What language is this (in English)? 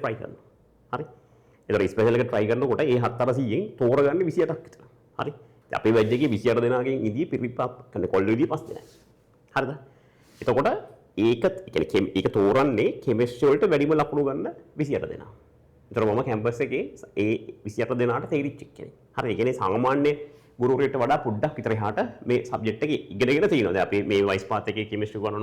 Sinhala